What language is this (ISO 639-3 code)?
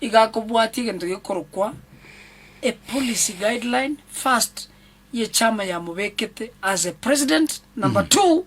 guz